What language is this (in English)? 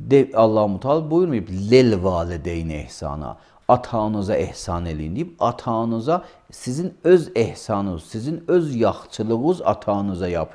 Azerbaijani